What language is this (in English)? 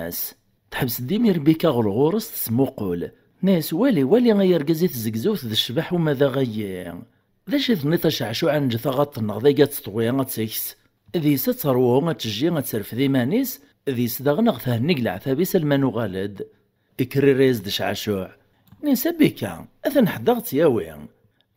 Kabyle